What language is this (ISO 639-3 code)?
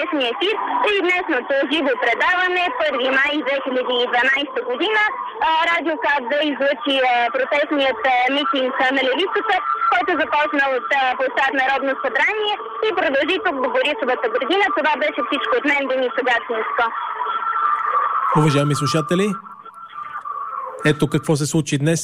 bul